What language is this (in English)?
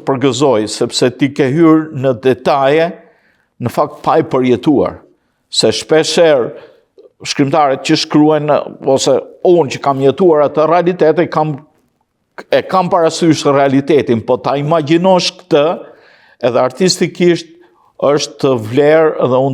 Albanian